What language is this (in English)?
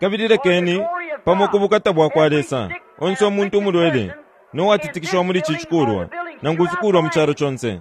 Bemba